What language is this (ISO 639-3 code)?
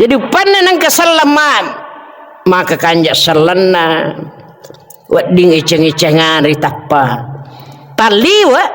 bug